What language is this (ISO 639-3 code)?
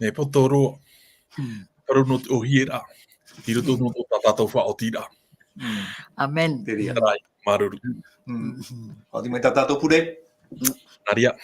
tah